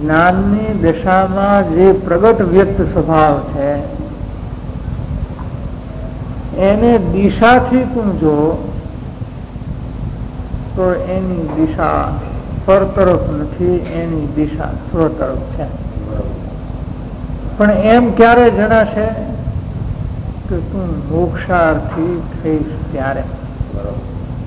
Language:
Gujarati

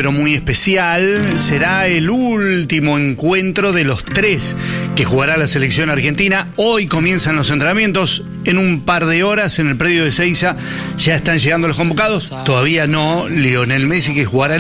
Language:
Spanish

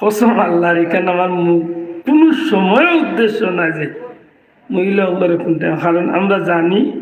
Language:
Sylheti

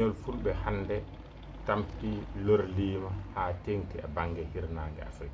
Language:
Fula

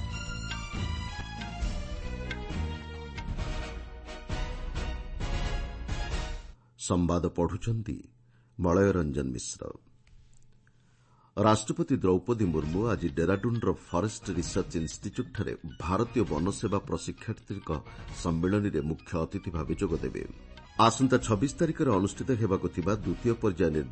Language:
Odia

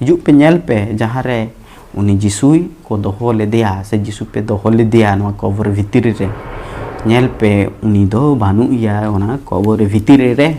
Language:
Santali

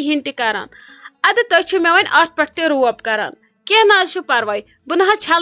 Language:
Kashmiri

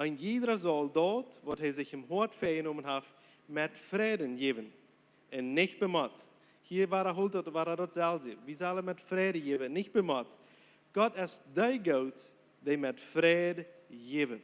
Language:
Plautdietsch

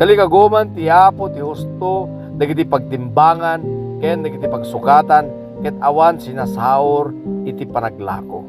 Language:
Iloko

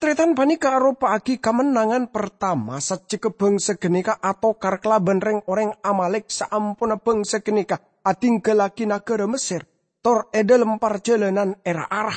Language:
Madurese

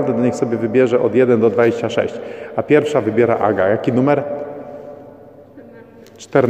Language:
Polish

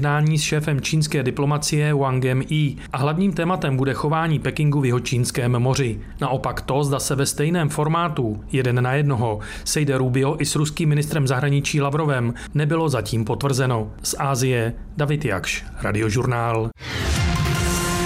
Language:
Czech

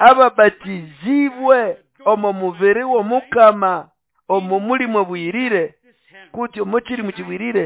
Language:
Nande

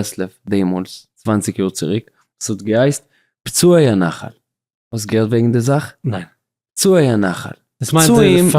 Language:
Yiddish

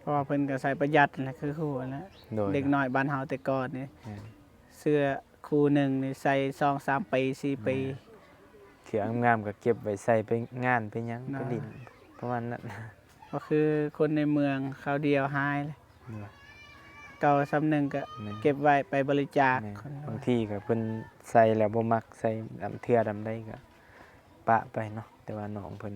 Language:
Lao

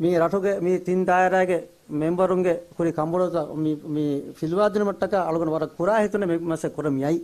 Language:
Divehi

